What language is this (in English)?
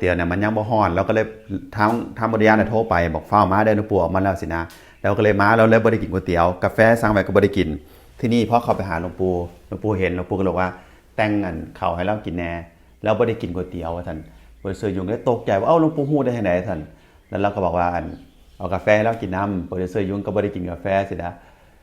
Northeastern Thai